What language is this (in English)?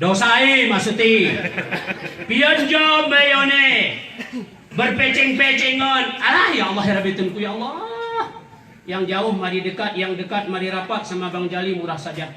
Gayo